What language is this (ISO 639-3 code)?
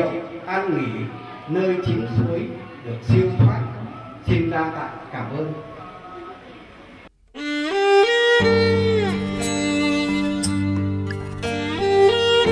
vie